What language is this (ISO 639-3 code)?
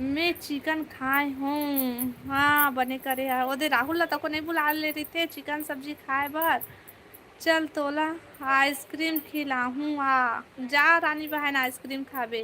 hne